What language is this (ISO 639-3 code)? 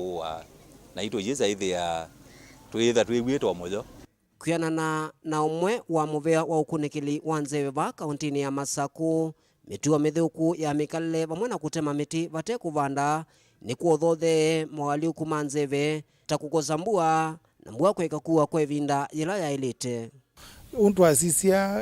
kam